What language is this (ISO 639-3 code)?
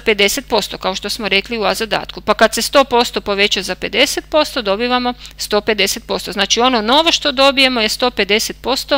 hrv